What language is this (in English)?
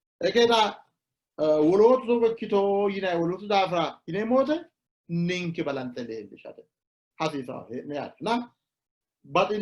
Sidamo